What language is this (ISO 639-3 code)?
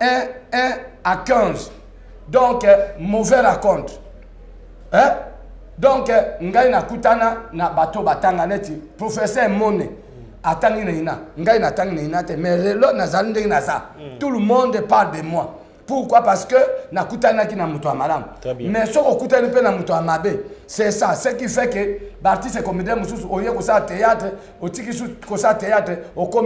lin